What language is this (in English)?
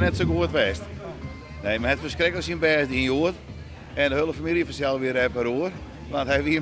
Western Frisian